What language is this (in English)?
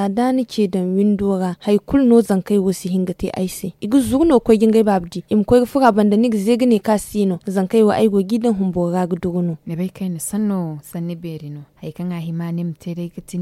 Zarma